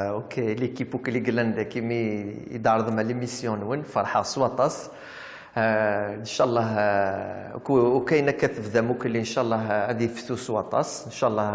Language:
Kabyle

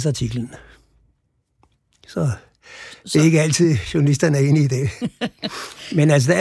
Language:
Danish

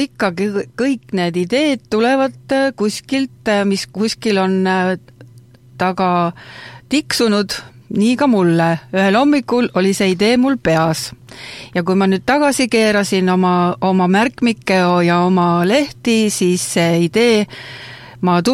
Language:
Estonian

